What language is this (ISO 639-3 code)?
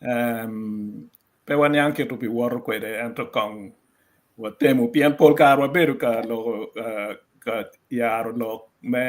ach